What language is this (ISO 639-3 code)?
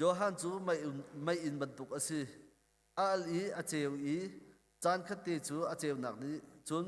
cnh